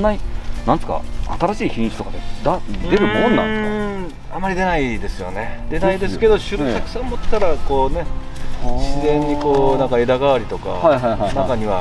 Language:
Japanese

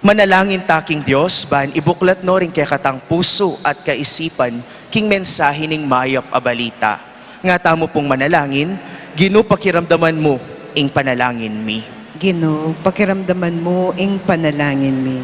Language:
Pampanga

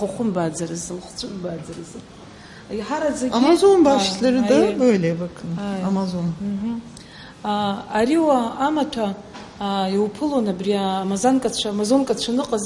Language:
Abkhazian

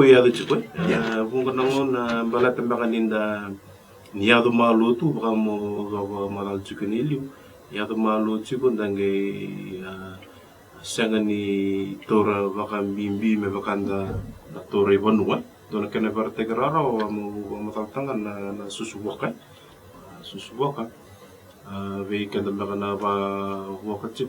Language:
Fijian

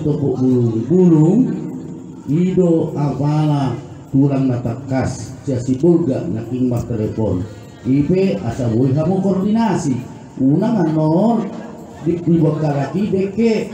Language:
Batak Toba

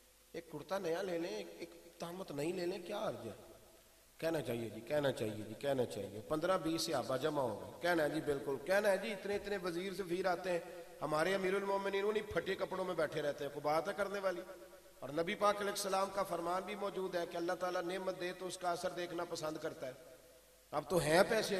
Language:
Urdu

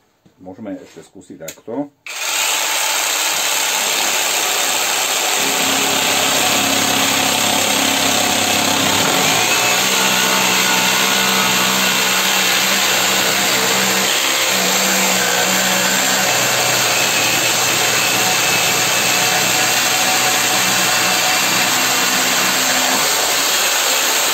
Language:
Slovak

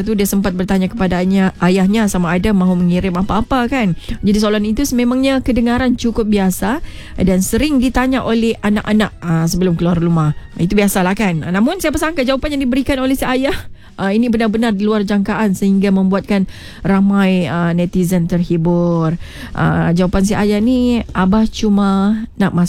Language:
Malay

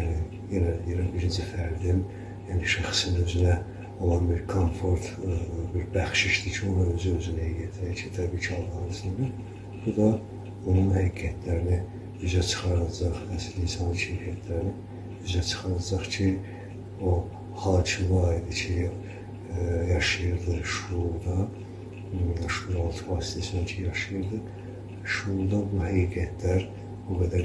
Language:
Azerbaijani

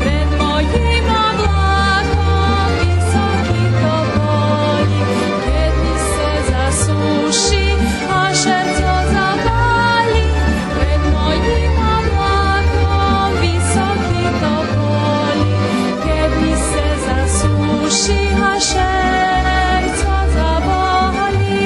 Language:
Rusyn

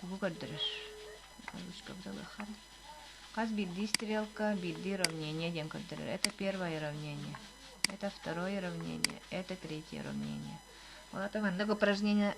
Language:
Yakut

